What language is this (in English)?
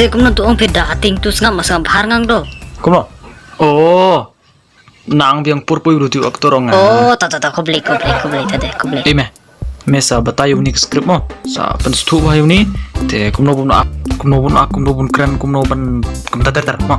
Khasi